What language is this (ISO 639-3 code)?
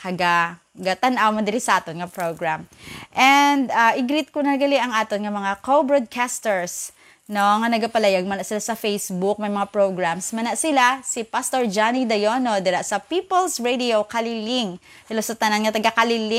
hil